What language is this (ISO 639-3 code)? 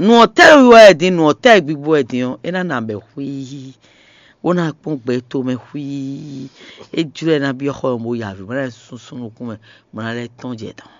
fon